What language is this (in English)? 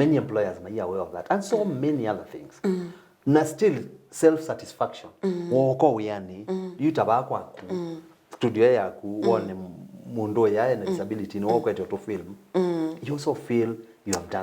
Kamba